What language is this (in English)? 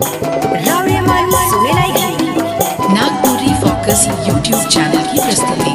Sadri